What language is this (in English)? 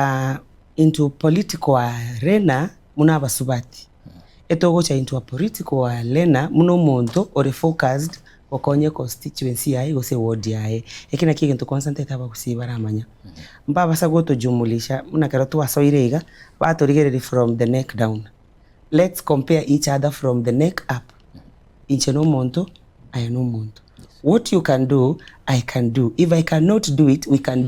Gusii